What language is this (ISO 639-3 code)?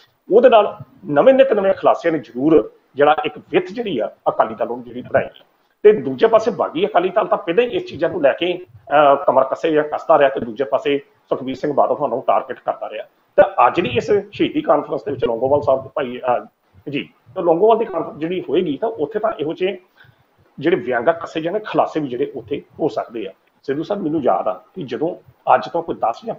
pan